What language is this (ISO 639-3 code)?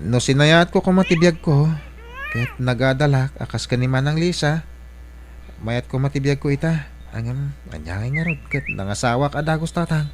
ilo